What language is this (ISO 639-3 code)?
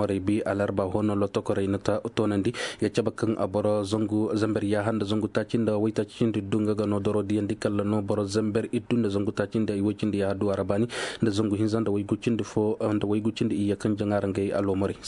dje